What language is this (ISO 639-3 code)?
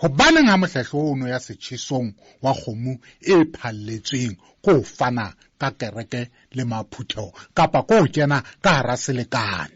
sot